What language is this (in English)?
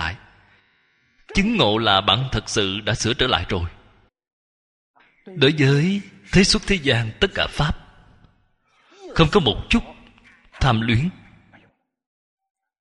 Vietnamese